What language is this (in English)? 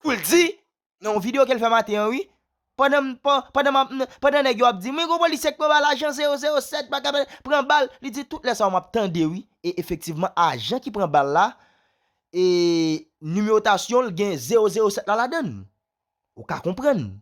Haitian Creole